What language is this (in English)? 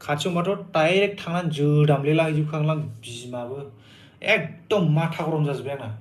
Bodo